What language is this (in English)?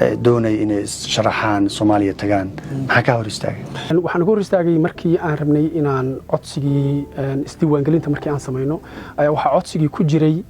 Somali